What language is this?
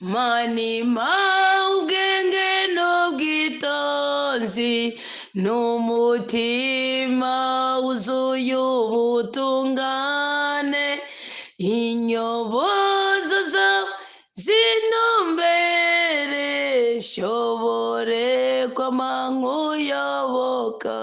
Rundi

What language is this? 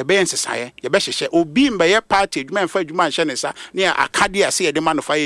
Akan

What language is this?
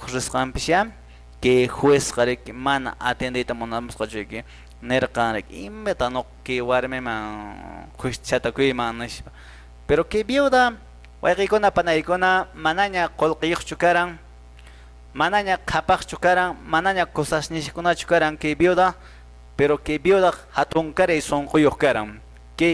Quechua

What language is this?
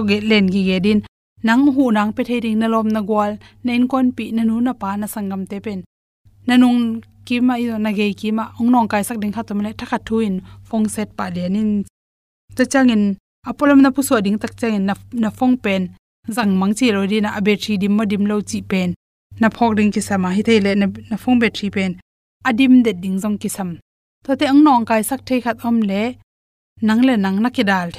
Tedim Chin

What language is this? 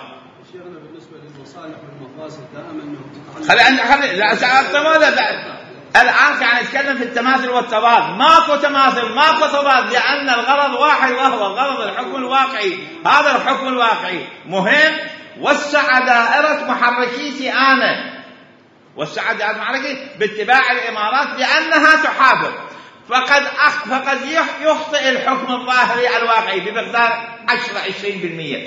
Mesopotamian Arabic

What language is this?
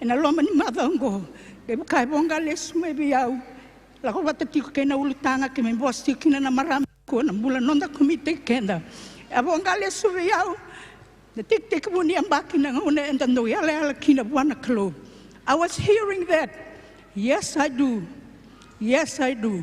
Fijian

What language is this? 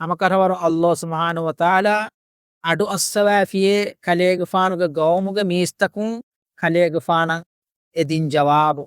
Divehi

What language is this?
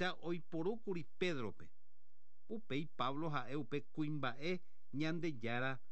Guarani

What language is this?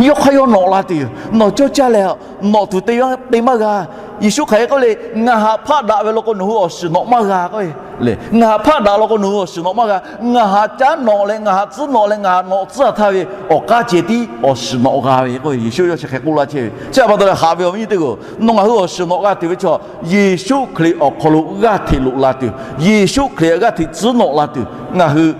Lahu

